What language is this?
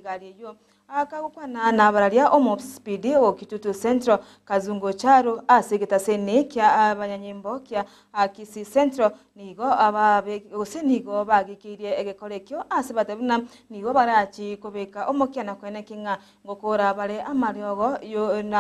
Gusii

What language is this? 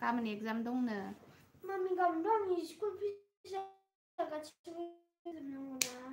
Bodo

